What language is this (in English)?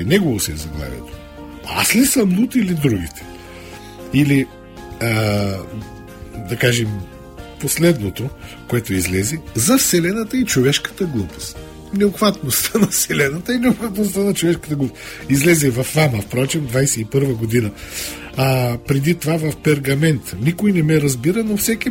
Bulgarian